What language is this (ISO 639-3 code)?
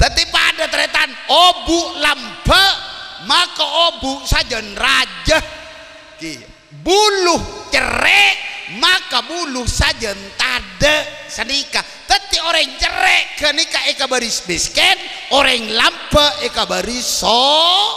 mad